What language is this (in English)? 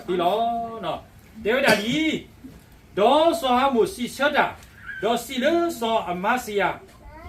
S'gaw Karen